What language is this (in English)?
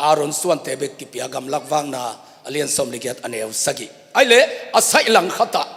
Tedim Chin